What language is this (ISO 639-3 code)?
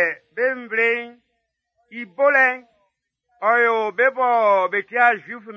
bci